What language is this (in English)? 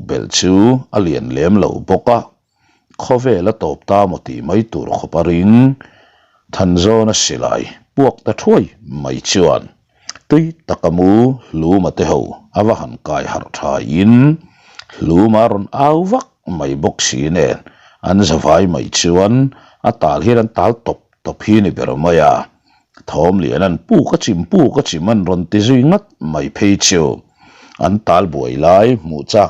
Mizo